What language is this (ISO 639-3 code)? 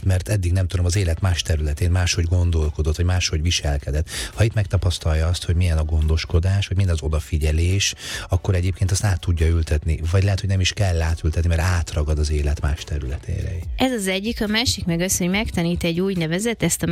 hun